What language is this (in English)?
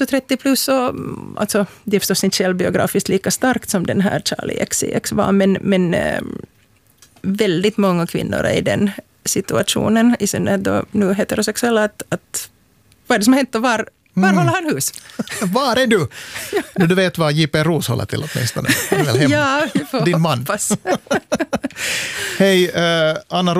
Swedish